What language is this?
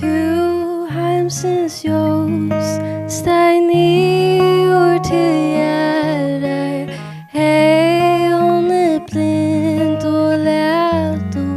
Faroese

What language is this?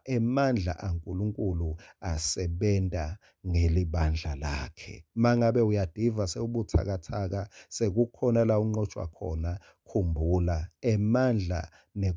Swati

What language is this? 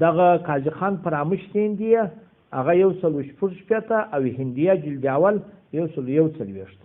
Pashto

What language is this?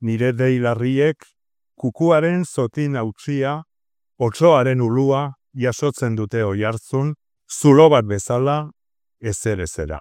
Basque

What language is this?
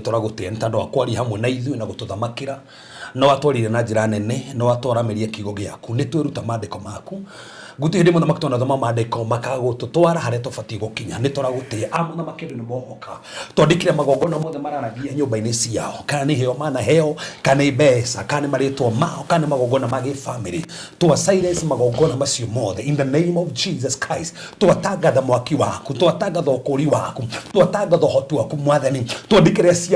Kikuyu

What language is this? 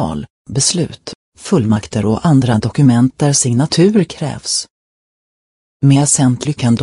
Swedish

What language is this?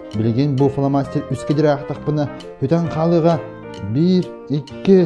Yakut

